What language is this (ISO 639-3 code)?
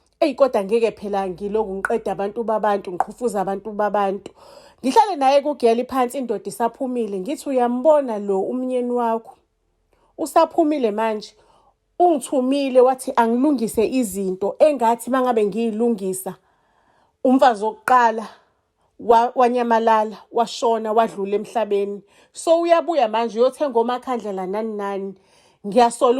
zul